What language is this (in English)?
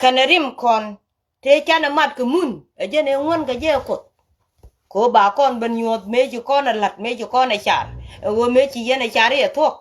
Nuer